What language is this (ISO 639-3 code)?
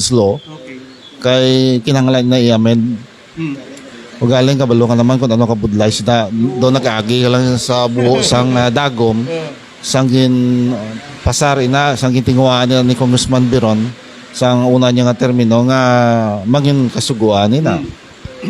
hil